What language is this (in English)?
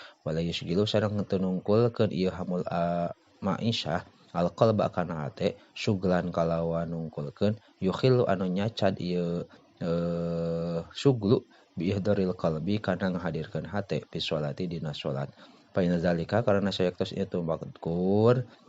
Sundanese